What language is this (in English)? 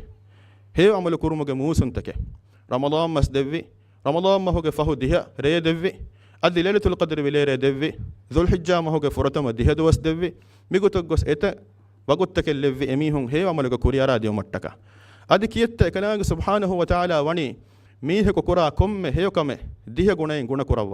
Divehi